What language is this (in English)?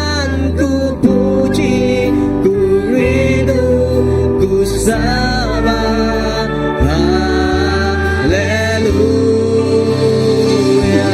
Iban